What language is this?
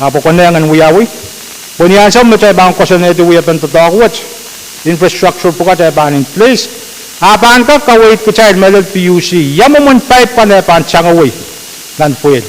Pohnpeian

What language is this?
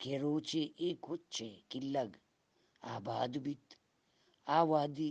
Eastern Balochi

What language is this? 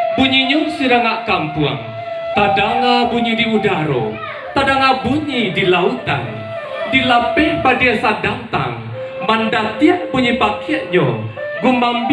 Minangkabau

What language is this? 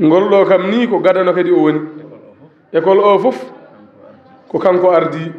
Fula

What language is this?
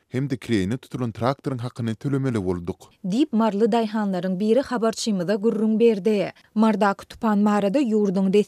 Turkmen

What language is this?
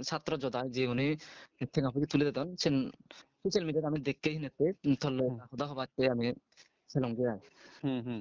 Chakma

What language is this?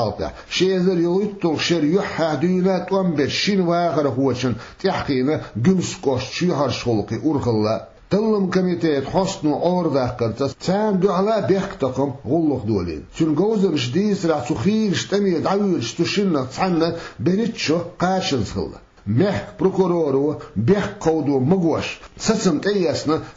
Chechen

